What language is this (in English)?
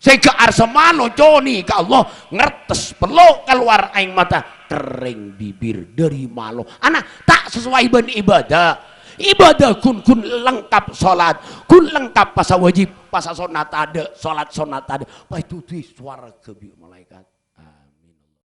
Madurese